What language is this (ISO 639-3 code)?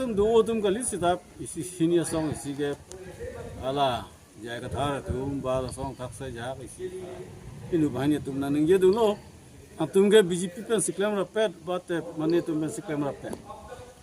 mjw